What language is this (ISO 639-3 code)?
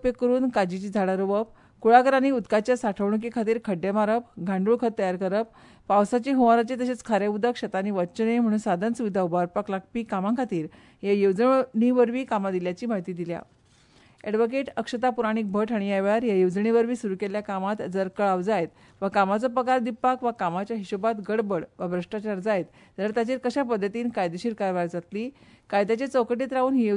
kok